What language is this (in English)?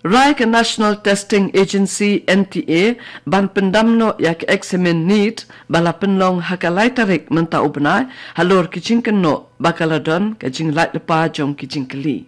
Khasi